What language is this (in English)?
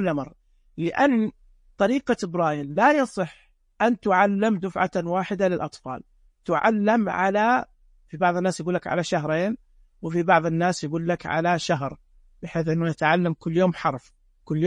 Najdi Arabic